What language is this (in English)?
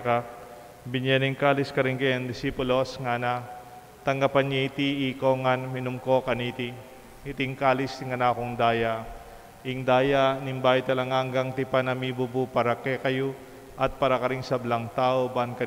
Pampanga